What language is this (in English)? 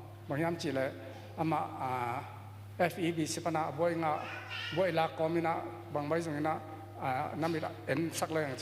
Tedim Chin